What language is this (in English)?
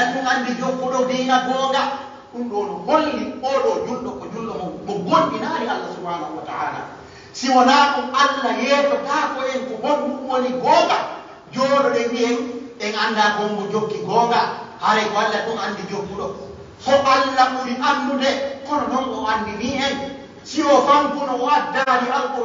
Pular